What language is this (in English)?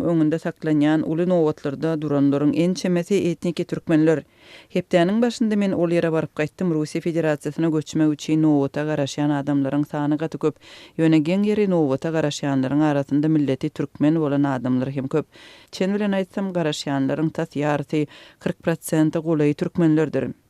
Turkmen